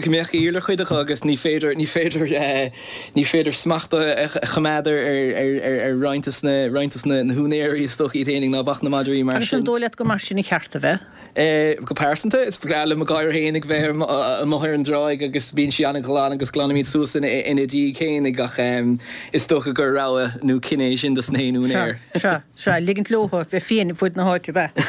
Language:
Irish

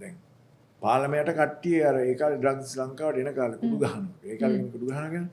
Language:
Sinhala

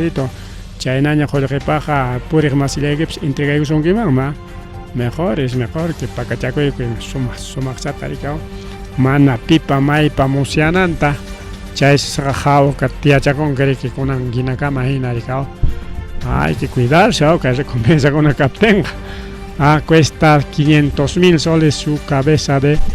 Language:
Ayacucho Quechua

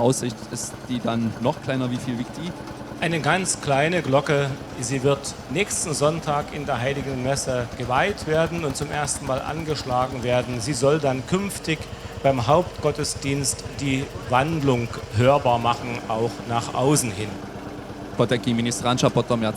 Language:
Upper Sorbian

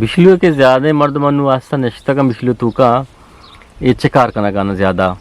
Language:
Eastern Balochi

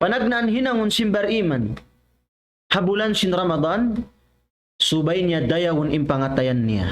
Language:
Tausug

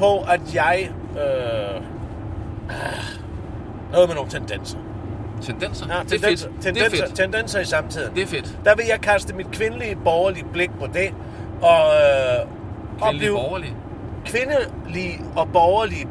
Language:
Danish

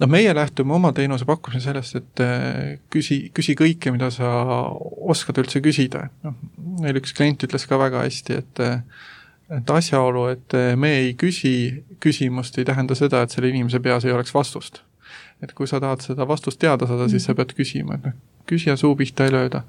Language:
Estonian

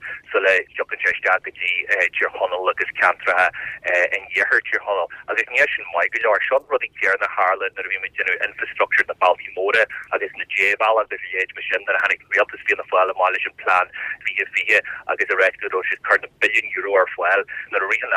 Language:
Irish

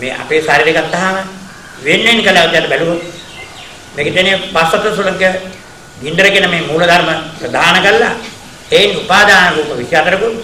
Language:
Sinhala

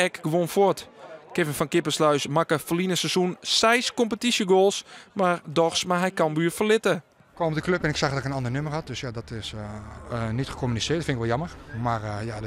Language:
Western Frisian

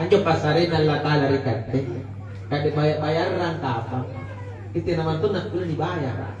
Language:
Makasar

